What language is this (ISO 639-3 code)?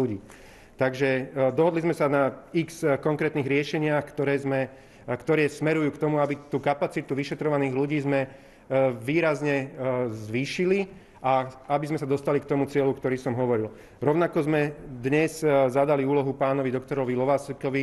slk